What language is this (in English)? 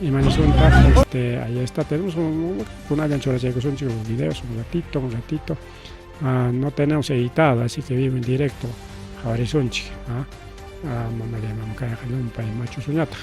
Ayacucho Quechua